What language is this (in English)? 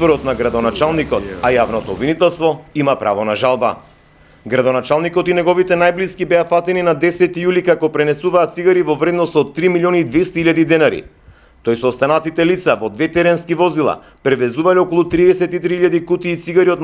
Macedonian